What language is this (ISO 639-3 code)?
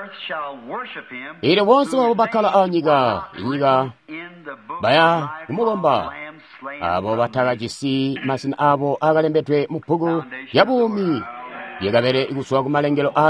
toi